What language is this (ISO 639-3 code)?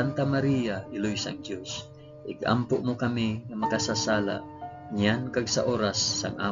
hil